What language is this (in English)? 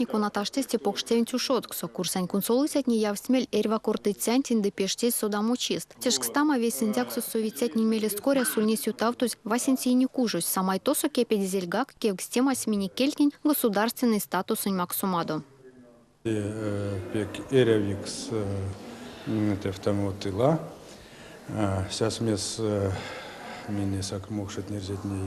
Erzya